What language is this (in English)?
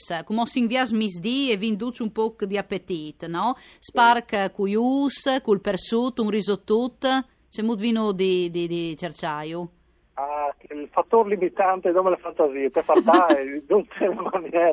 Friulian